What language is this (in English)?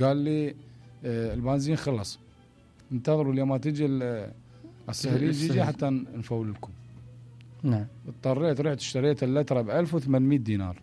Mesopotamian Arabic